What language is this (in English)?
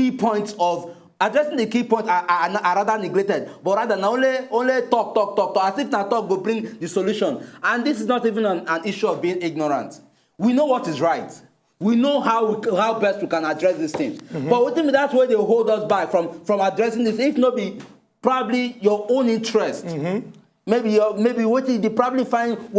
Nigerian Pidgin